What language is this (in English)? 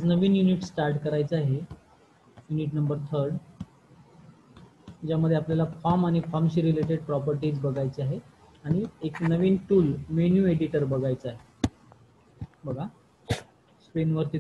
Marathi